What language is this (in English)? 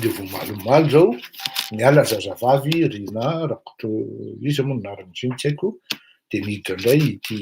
Malagasy